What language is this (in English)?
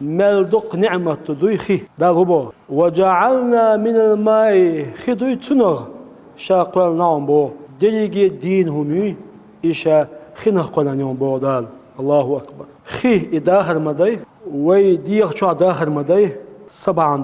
Chechen